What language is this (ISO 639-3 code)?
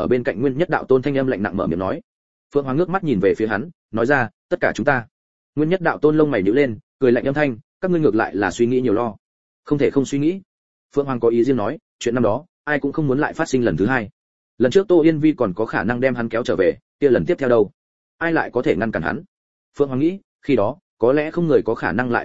vie